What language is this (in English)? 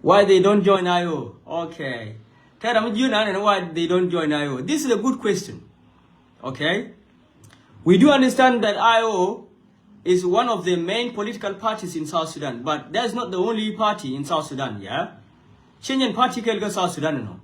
Nuer